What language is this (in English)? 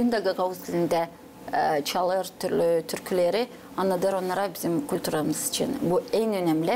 Gagauz